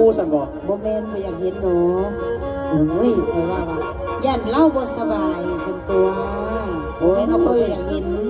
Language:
Northeastern Thai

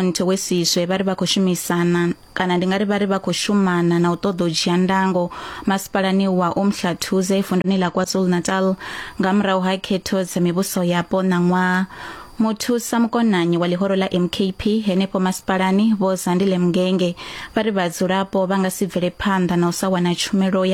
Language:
Venda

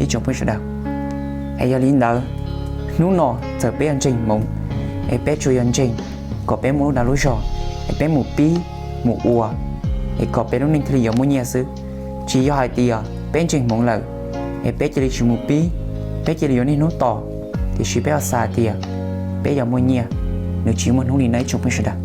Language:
Hmong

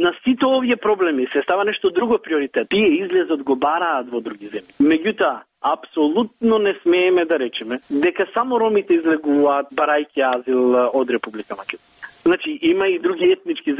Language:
Macedonian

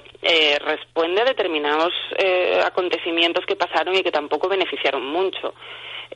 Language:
Asturian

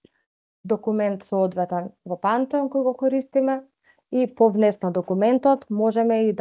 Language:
Macedonian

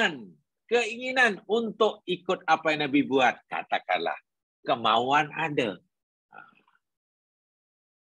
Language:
Malay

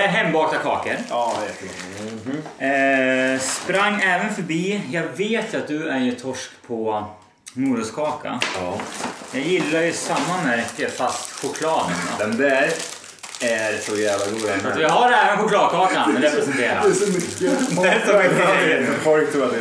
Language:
Swedish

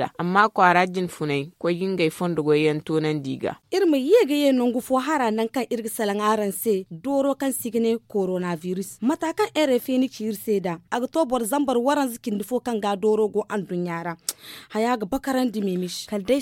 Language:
Zarma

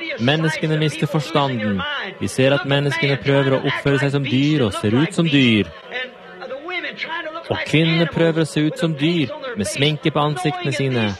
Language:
Norwegian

